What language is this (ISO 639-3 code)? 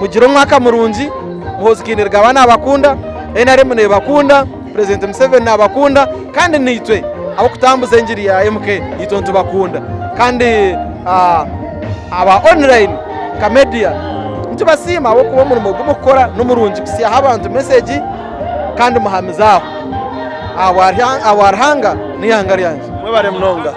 nyn